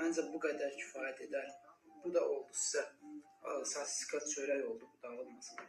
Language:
Azerbaijani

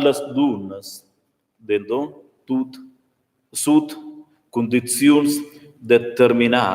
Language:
Romansh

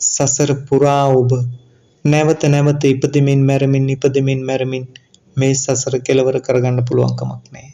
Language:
Sinhala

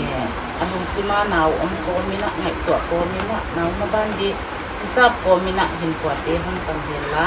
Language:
Paite Chin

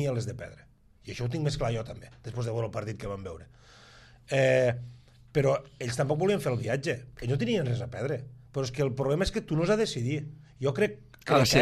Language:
Catalan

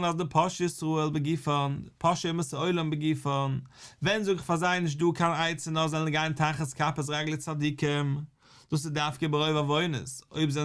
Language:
Yiddish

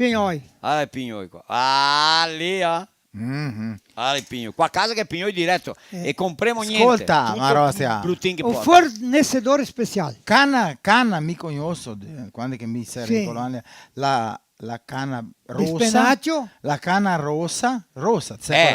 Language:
Venetian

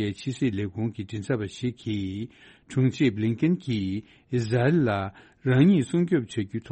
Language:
Tibetan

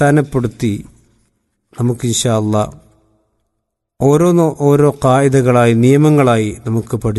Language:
Malayalam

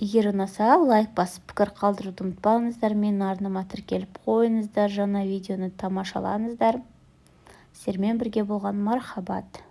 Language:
Kazakh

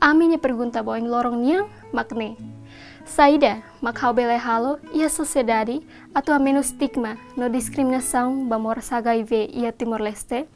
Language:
Tetum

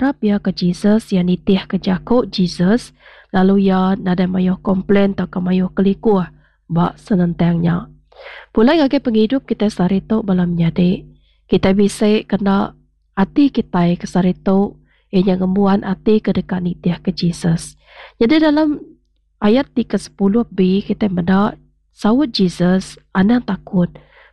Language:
Iban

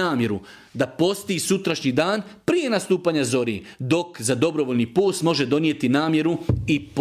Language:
Bosnian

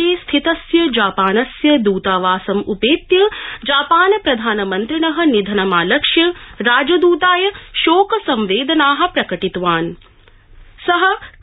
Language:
Sanskrit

